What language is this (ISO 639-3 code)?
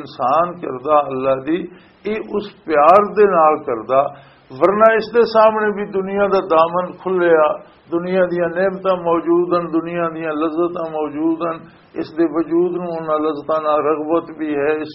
lah